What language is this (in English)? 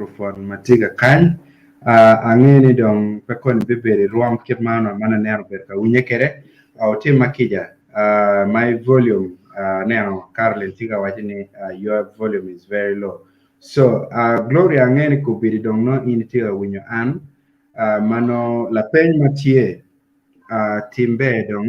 Acoli